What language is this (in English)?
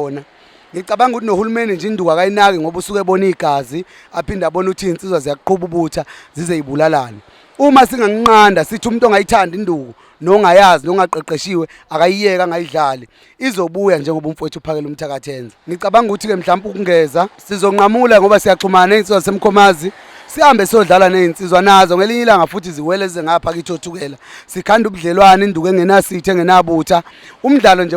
Zulu